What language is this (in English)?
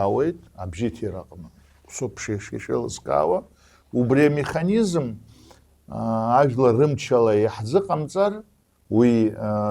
Abkhazian